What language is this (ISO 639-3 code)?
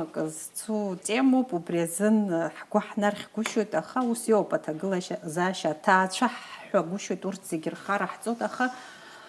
abk